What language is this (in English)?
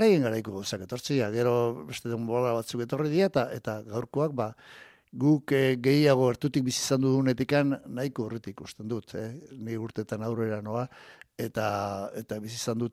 Basque